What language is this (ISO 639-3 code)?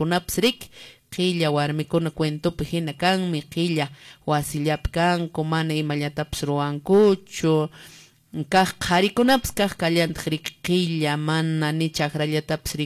que